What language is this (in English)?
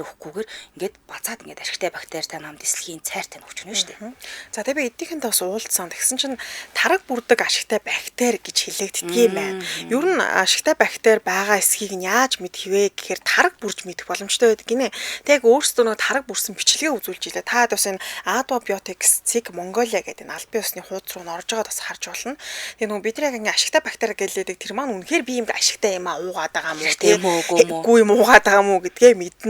Mongolian